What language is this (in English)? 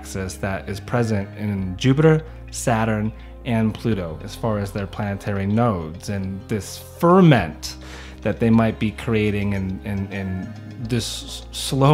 English